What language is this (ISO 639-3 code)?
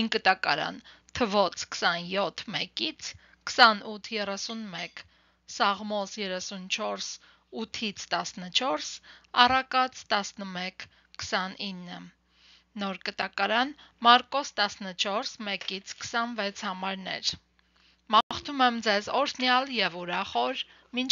hye